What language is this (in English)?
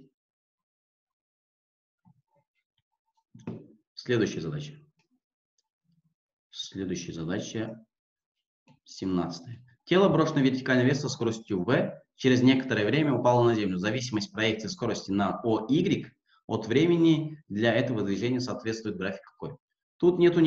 Russian